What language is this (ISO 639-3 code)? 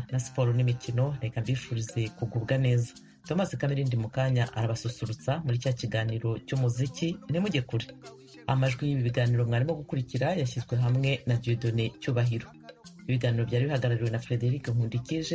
kin